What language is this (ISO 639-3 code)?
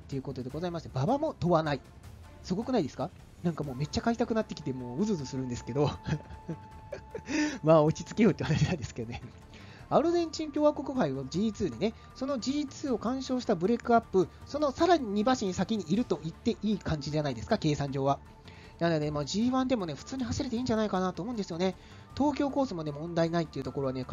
jpn